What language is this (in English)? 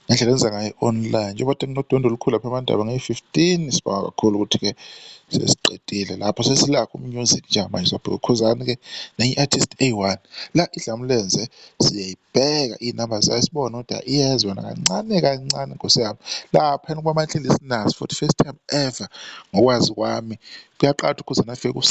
Zulu